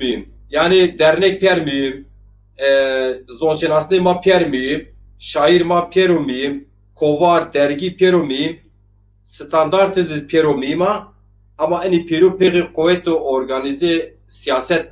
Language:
Zaza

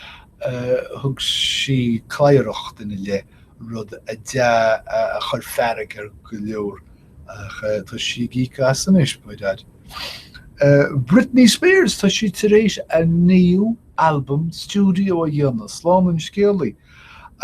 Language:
Irish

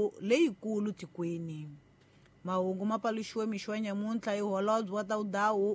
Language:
Tsonga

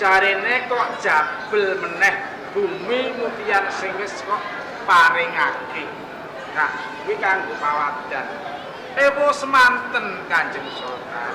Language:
Javanese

